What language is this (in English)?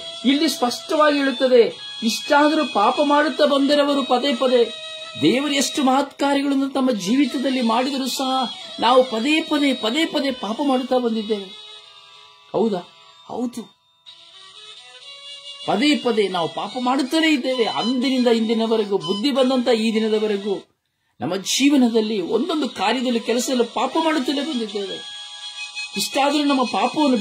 Kannada